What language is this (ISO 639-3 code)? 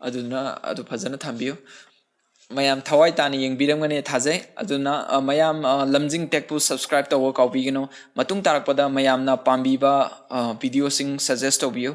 mni